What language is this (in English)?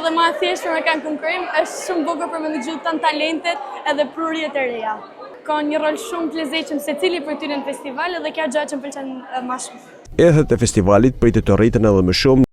Albanian